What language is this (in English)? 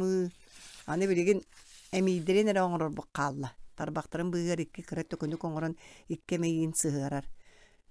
Yakut